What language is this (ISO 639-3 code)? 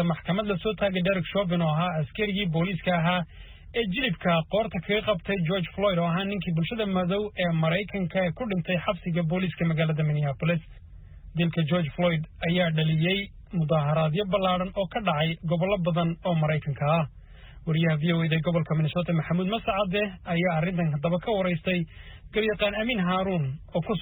som